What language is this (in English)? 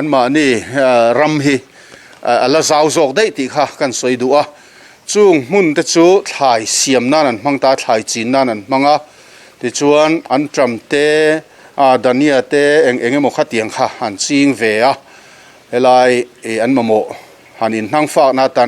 Mizo